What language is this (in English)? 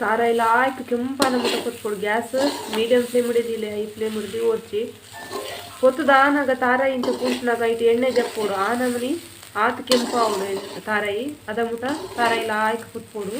Tulu